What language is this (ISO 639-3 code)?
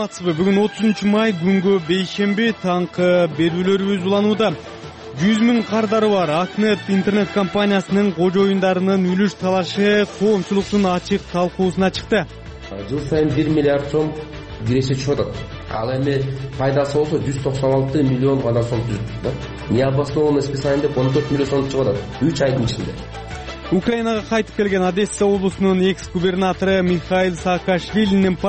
kir